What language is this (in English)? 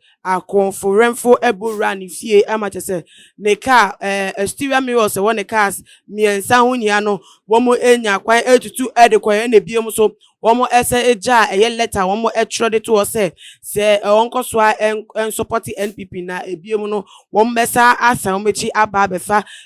Akan